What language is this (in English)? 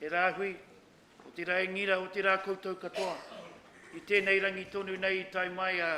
Māori